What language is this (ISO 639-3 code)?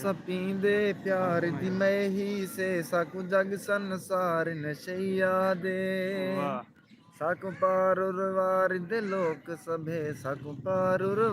skr